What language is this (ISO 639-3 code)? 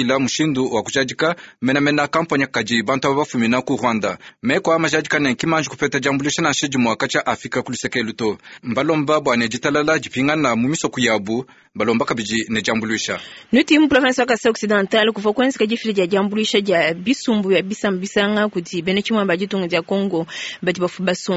lua